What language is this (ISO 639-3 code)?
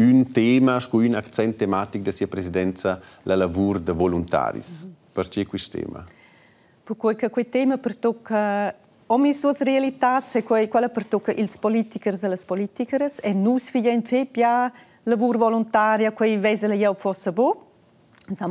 roh